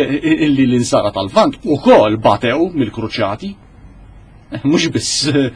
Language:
Maltese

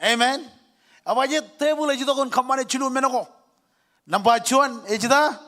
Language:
Marshallese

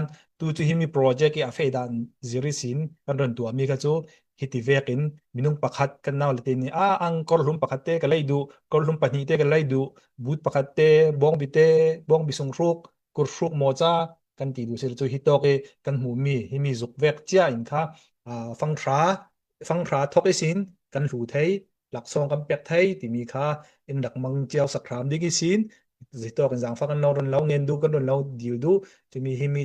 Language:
Falam Chin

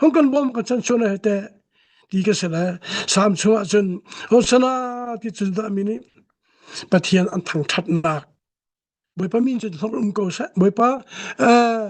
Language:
Hakha Chin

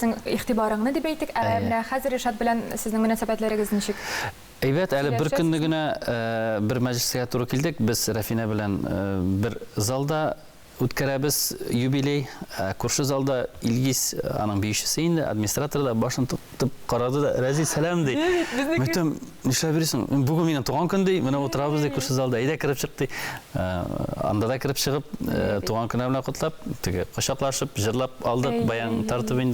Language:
Tatar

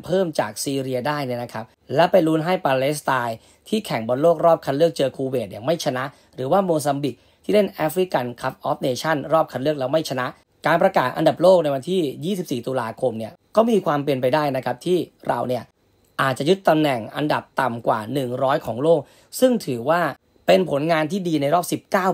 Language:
Thai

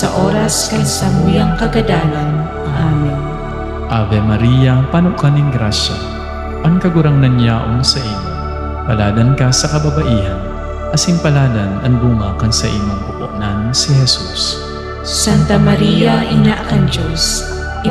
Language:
Bikol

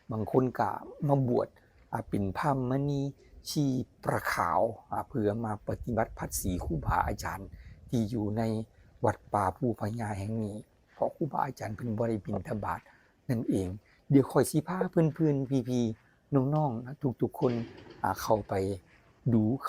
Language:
Northeastern Thai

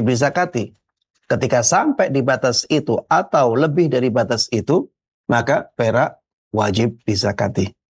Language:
Indonesian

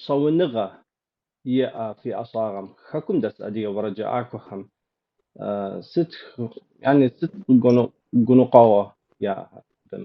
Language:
Kabardian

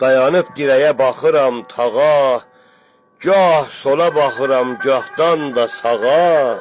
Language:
Azerbaijani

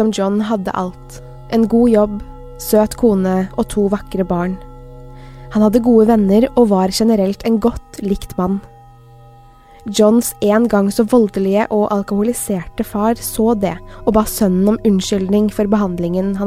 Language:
Norwegian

